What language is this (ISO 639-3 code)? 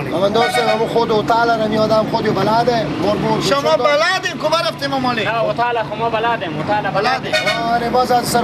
fas